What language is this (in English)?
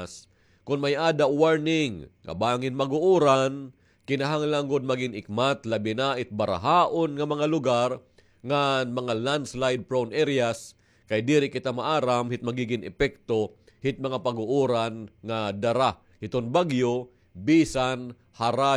Waray